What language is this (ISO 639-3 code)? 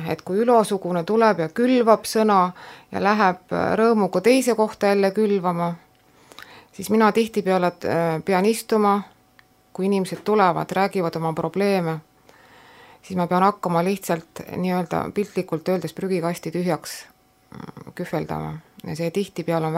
est